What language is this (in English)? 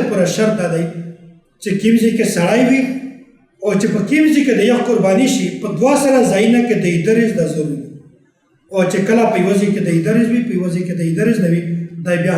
Pashto